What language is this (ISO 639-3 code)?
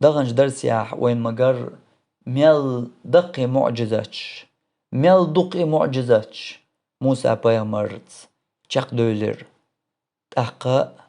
che